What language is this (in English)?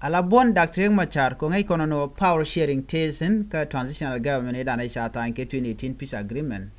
Nuer